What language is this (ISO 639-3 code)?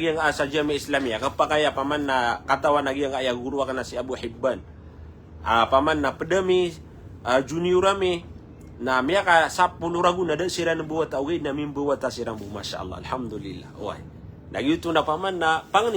mrw